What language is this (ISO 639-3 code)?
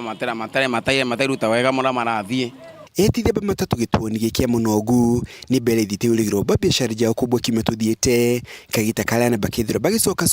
mer